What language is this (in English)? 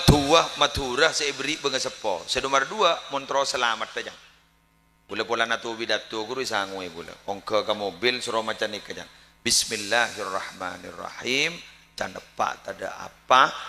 Madurese